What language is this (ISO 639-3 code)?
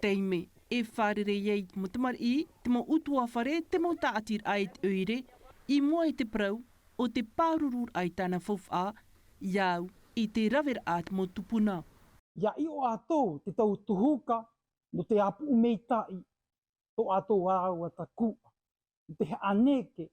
tah